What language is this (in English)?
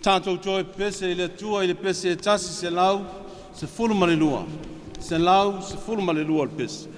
Samoan